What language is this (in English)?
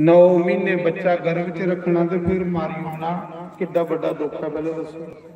Dogri